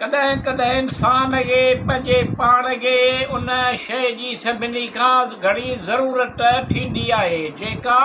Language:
Sindhi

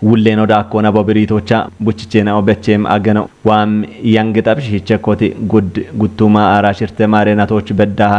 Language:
Kafa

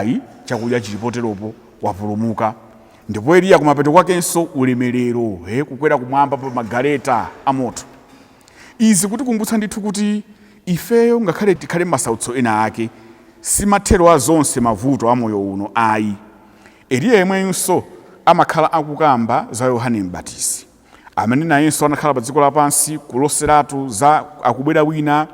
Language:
Nyanja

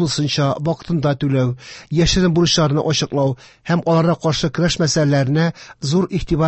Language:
Tatar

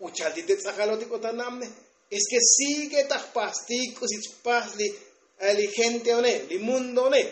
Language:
Tzotzil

